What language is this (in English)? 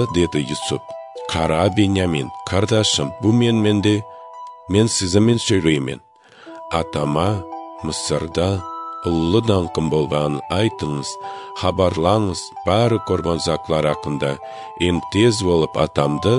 Kazakh